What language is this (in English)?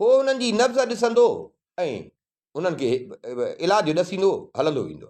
Sindhi